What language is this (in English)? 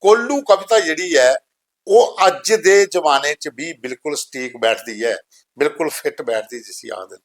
Dogri